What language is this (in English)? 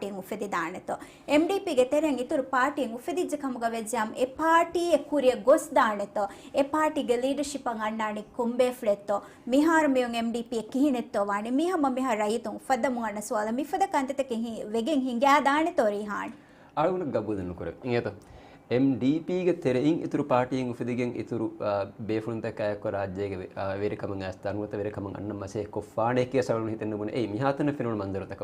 Divehi